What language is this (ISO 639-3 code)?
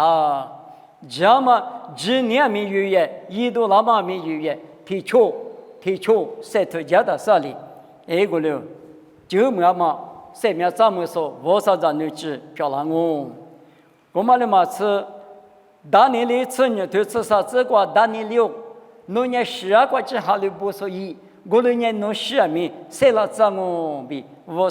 lis